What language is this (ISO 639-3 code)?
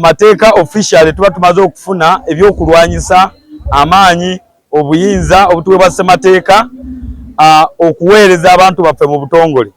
lug